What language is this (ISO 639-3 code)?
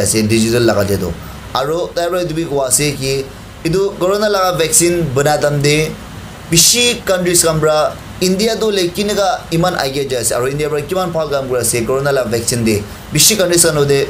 nag